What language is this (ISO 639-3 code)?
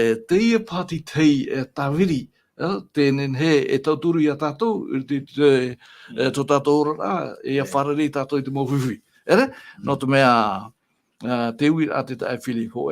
tah